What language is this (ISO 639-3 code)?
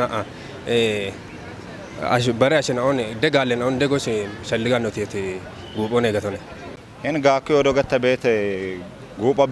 kbr